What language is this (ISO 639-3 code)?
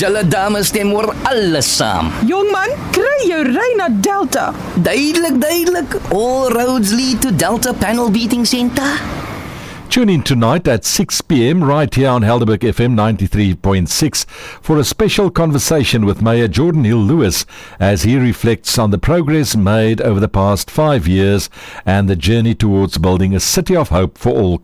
afr